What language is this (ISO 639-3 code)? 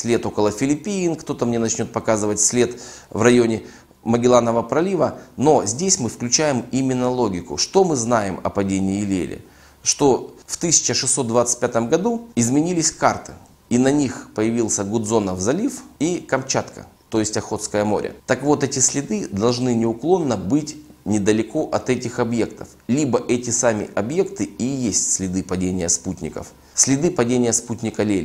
rus